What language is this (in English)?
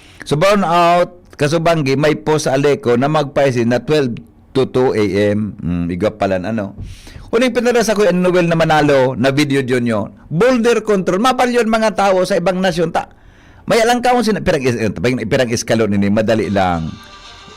Bikol